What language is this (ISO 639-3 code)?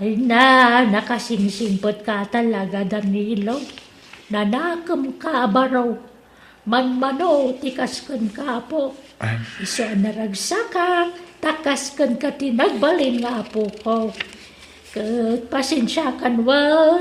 ilo